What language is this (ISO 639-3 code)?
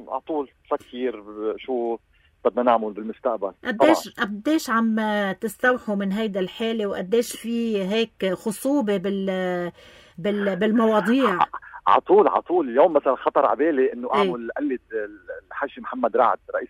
apc